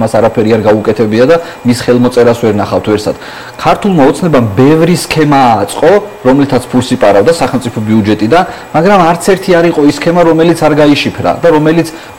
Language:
Georgian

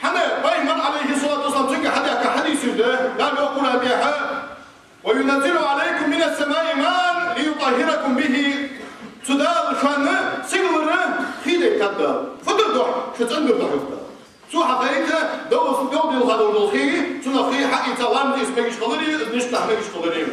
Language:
Ingush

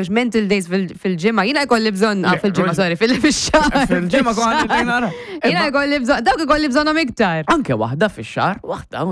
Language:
Maltese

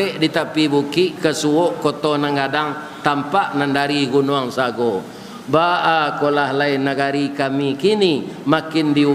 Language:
Minangkabau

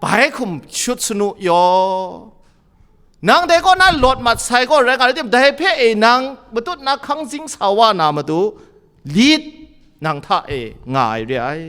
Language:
Kachin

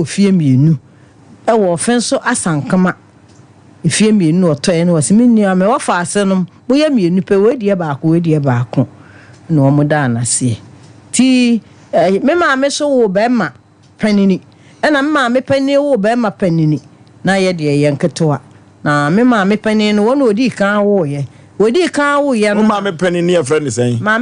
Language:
Akan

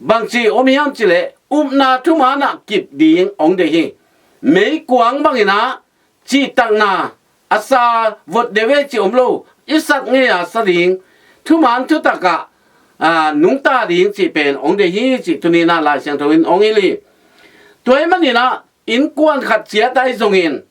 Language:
Tedim Chin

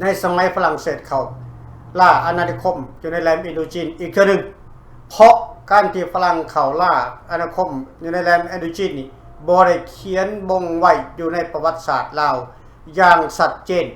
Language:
Lao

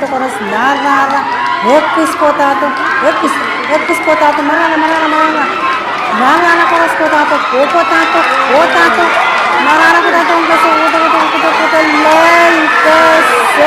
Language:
Pohnpeian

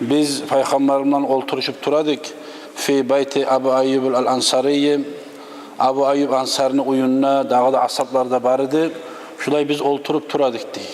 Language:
Kumyk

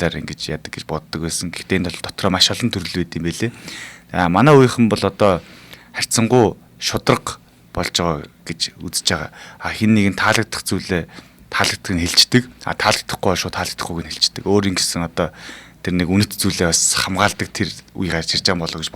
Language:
Mongolian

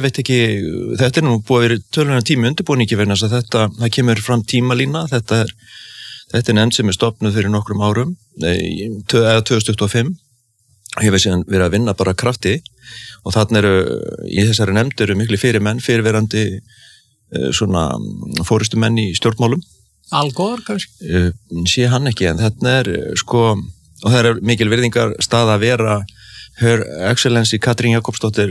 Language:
Icelandic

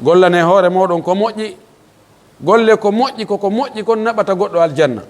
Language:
Pular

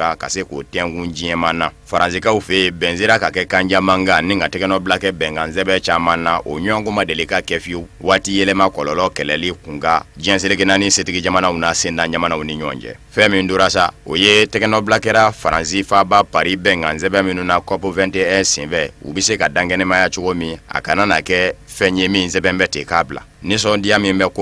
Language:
Bambara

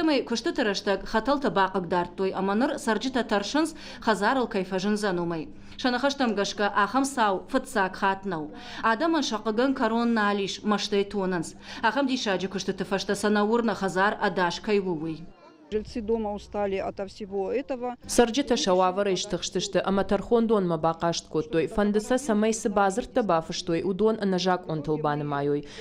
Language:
Ossetic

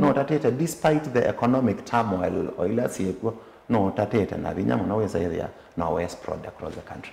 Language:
Kamba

